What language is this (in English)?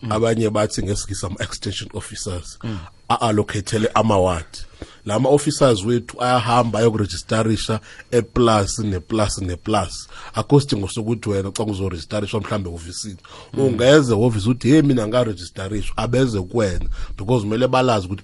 South Ndebele